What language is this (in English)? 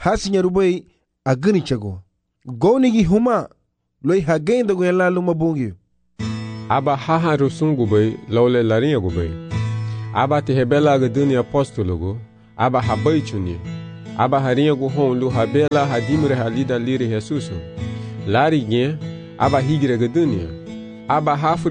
Garifuna